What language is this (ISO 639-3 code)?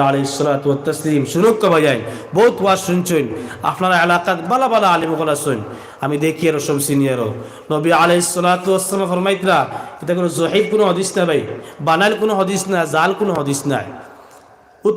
syl